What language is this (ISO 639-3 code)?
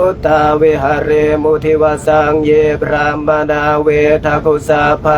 pli